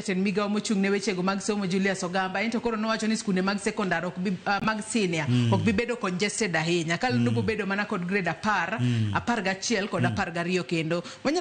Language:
Luo (Kenya and Tanzania)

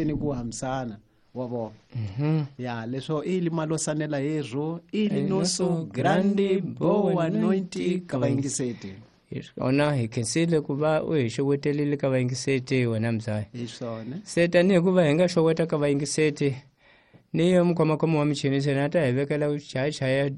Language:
Tsonga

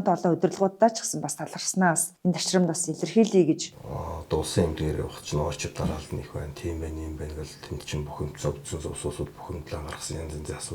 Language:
Mongolian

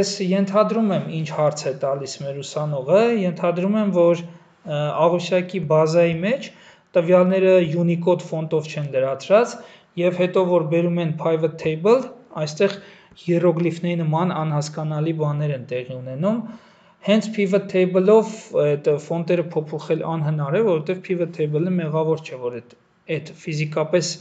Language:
Armenian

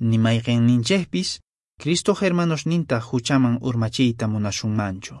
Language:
Quechua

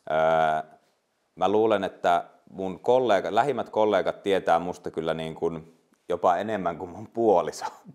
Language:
Finnish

